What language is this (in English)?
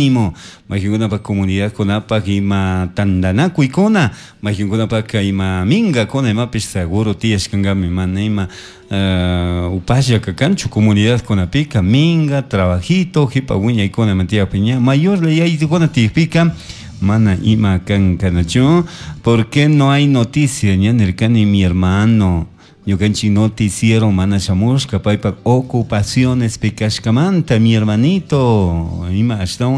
Chimborazo Highland Quichua